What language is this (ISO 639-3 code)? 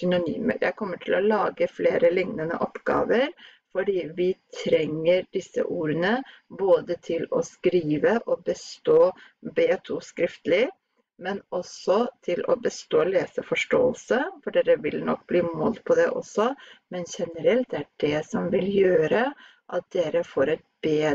nor